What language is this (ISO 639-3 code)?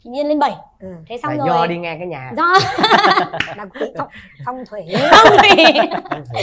vie